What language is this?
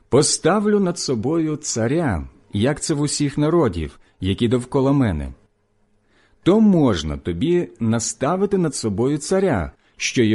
Ukrainian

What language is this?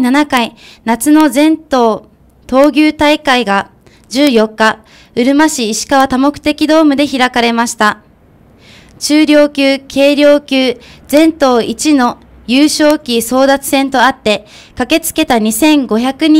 Japanese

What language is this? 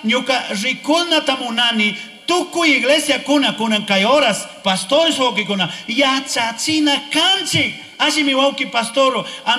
Chimborazo Highland Quichua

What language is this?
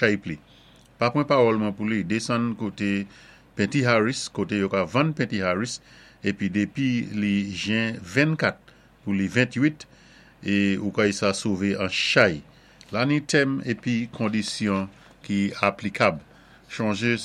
Saint Lucian Creole French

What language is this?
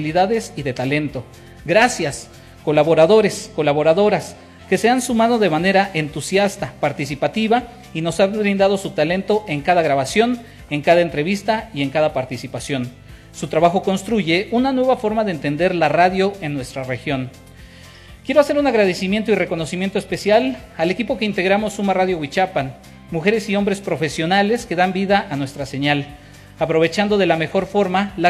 Spanish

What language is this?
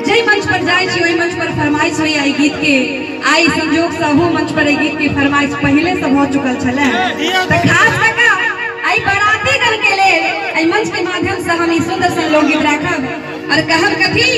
Maithili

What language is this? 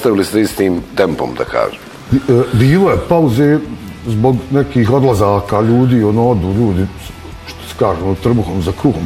Bosnian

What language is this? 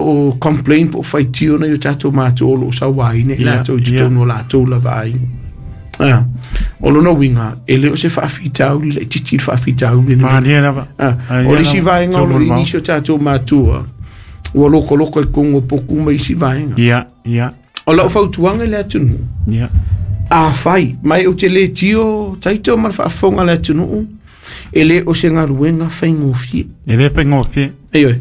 Samoan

